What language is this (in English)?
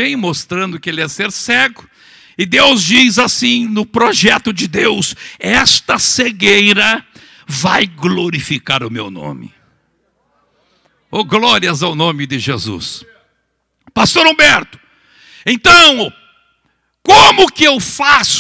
Portuguese